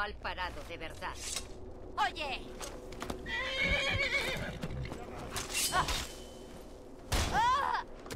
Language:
Spanish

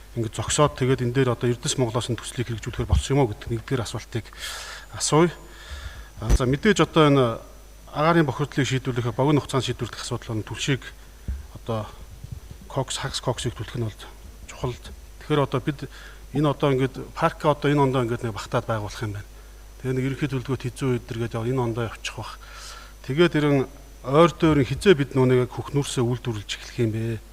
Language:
Mongolian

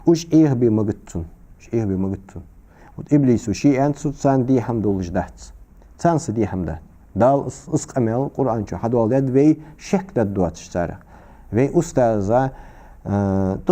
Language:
Ingush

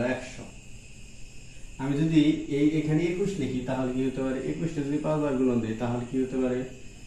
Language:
Bangla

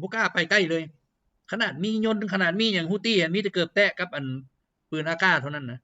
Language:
Lao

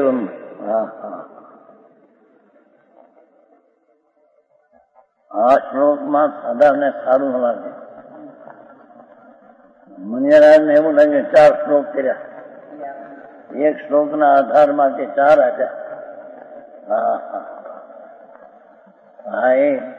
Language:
Gujarati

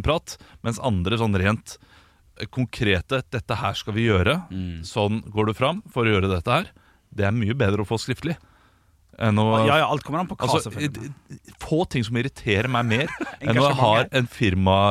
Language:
Norwegian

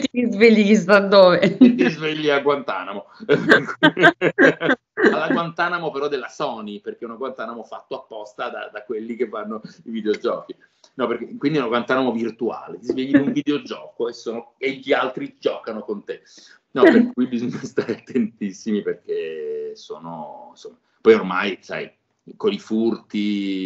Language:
Italian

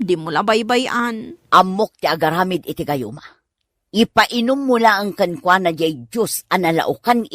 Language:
Iloko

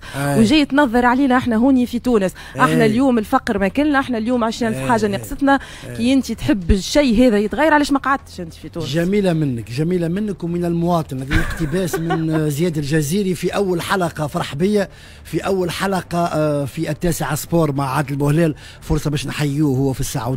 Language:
Tunisian Arabic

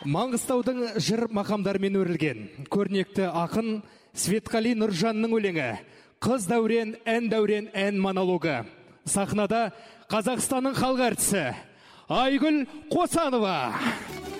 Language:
Kazakh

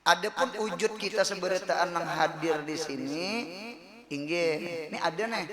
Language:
Banjar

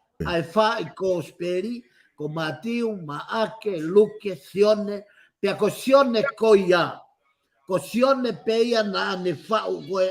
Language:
Tongan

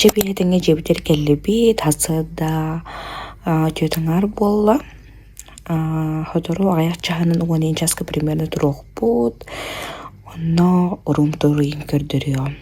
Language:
Yakut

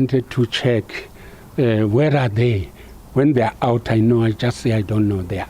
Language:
Venda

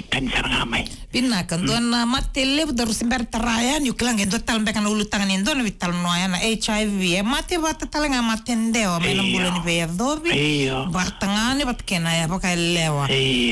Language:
Fijian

